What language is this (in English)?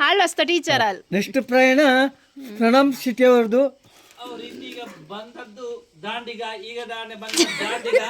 Tulu